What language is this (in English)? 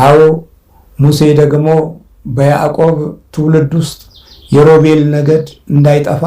Amharic